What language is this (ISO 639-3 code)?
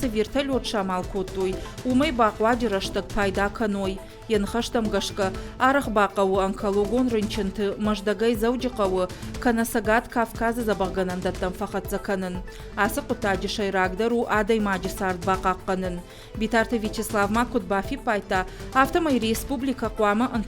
oss